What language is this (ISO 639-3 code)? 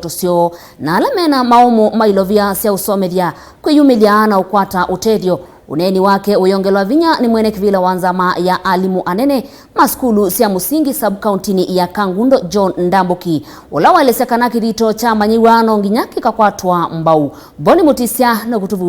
kam